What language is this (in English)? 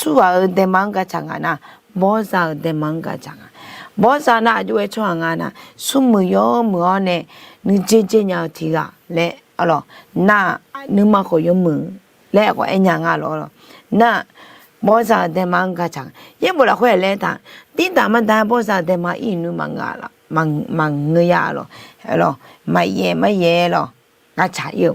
Akha